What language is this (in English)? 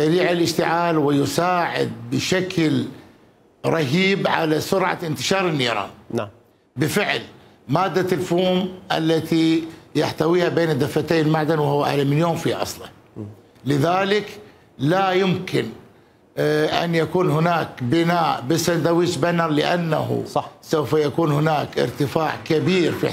Mesopotamian Arabic